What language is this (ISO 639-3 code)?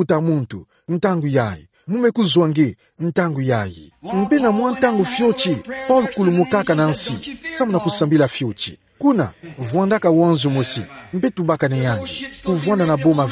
ktu